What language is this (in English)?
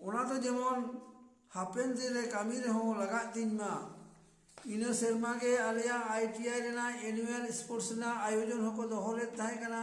Santali